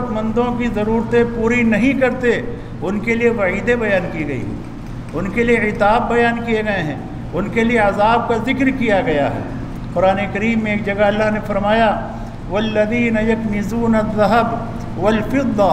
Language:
Urdu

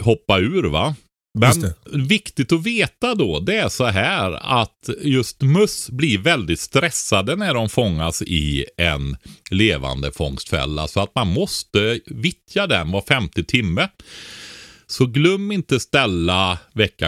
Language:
Swedish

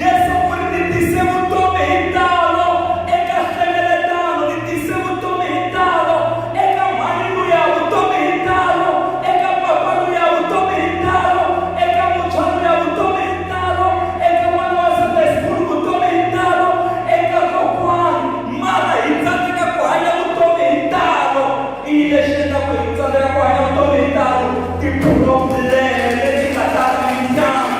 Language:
Tsonga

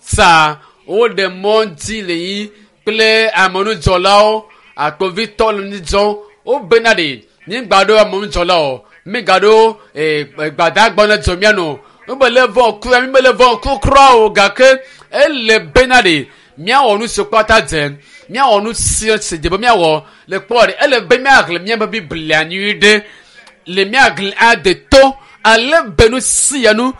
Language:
Ewe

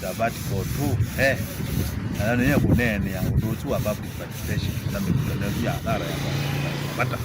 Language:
Kamba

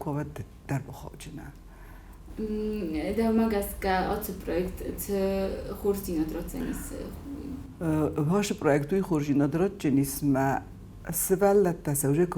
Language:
Ossetic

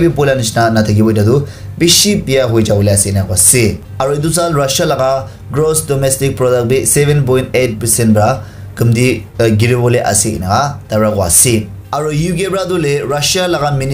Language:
Naga Pidgin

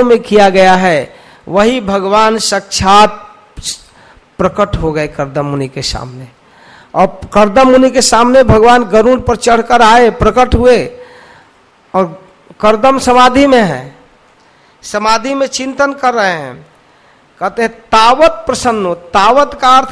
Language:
Hindi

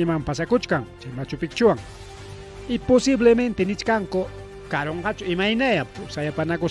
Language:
Ayacucho Quechua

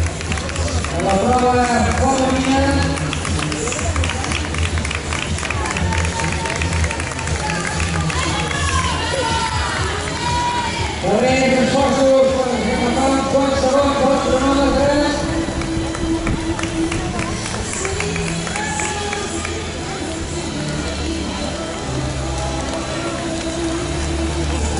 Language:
Catalan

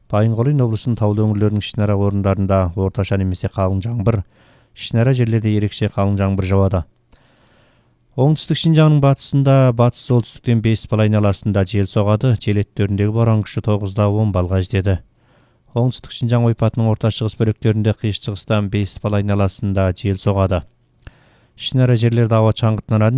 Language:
Kazakh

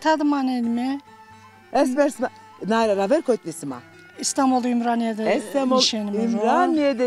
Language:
Zaza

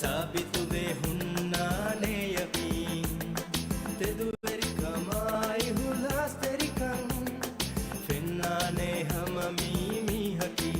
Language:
Divehi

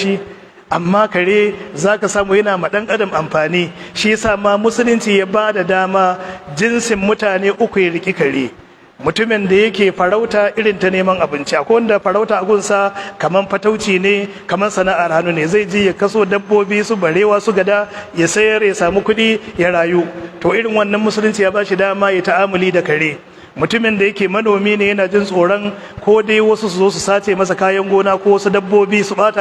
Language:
Hausa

